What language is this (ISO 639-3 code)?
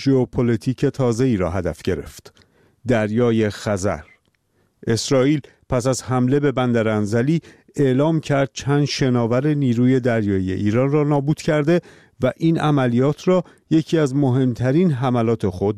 fas